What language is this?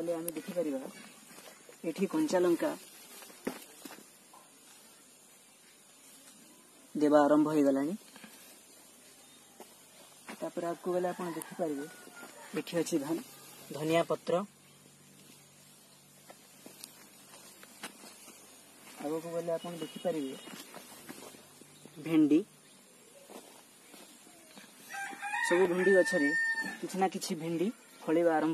Odia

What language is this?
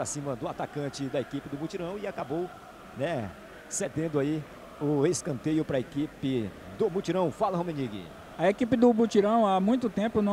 Portuguese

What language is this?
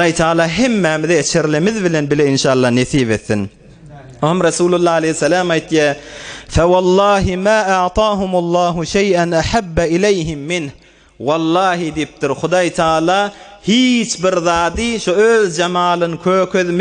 Turkmen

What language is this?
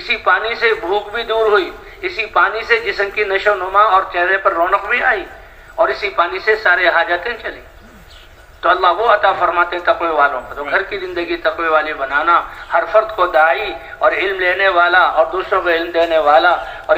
Urdu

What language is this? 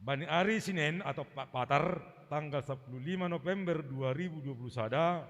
Batak Simalungun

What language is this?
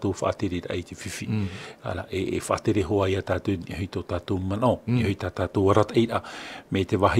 Tahitian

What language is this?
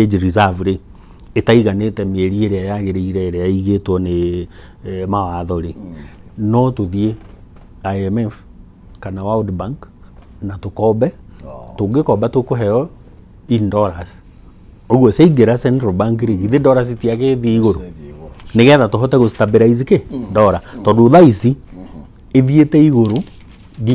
Kikuyu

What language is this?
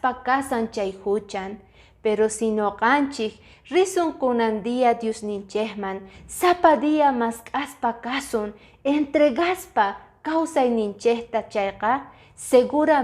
Quechua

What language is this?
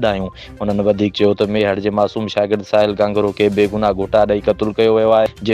Sindhi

